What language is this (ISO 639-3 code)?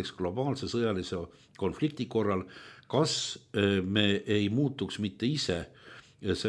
est